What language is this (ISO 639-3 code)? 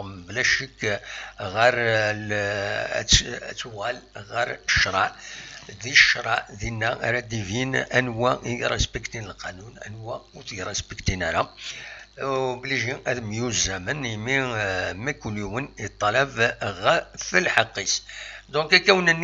kab